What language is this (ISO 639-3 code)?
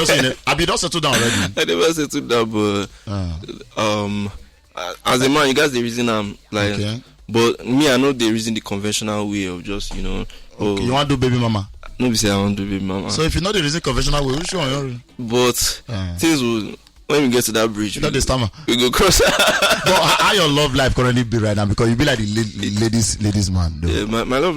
pcm